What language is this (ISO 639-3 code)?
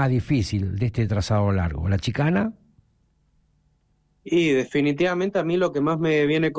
spa